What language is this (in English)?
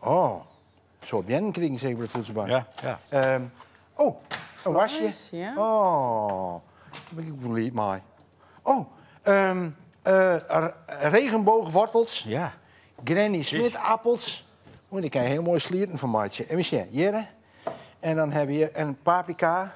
Western Frisian